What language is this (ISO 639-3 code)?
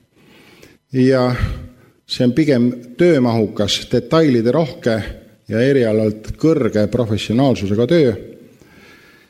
est